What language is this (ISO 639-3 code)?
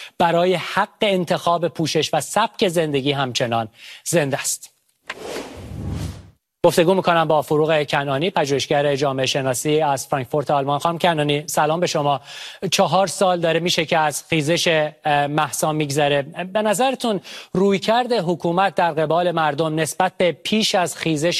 fas